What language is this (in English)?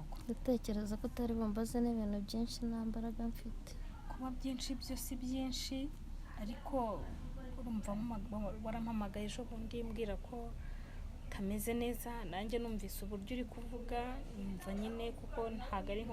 Kinyarwanda